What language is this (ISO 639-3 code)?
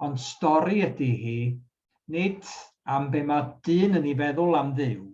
cym